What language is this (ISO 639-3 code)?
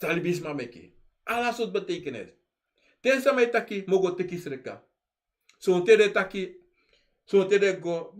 srn